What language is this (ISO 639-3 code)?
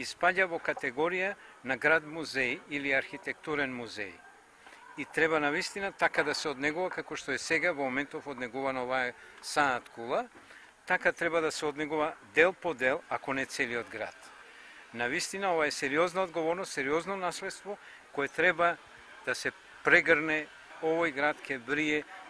mkd